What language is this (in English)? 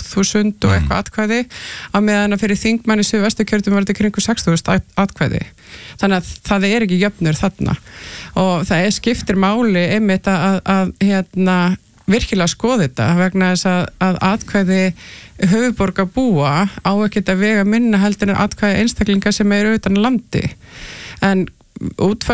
Icelandic